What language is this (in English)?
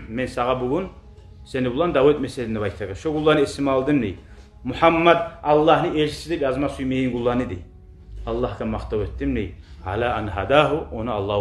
Kumyk